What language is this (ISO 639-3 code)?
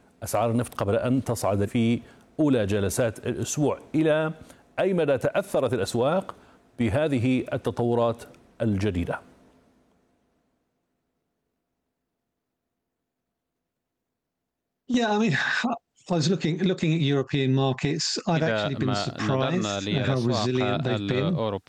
ara